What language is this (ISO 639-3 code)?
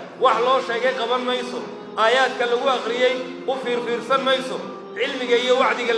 som